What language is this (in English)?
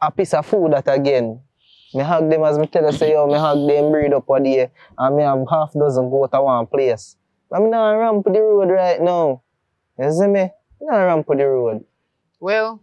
Jamaican Creole English